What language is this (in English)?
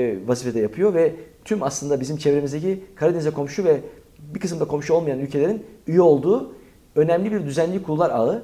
Turkish